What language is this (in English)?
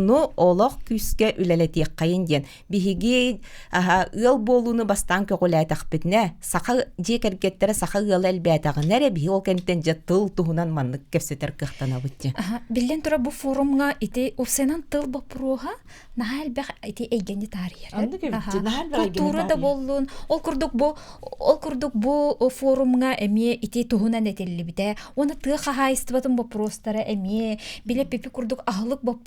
Yakut